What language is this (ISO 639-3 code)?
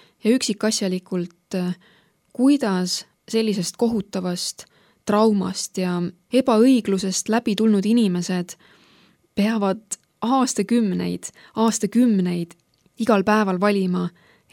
est